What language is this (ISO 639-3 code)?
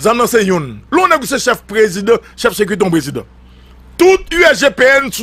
hat